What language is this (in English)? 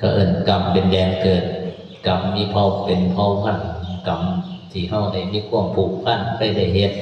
Northeastern Thai